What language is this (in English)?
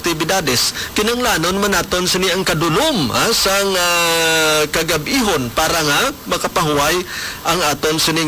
Hiligaynon